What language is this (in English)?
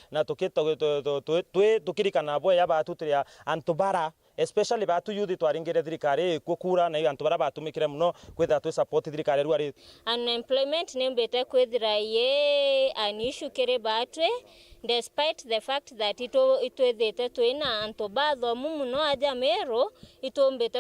Meru